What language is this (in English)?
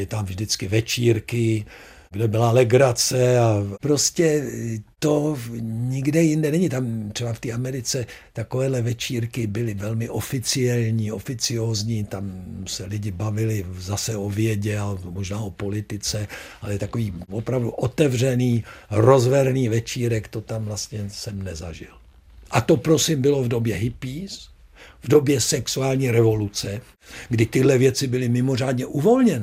Czech